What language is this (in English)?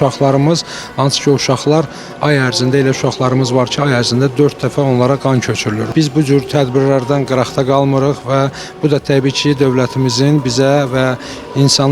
Azerbaijani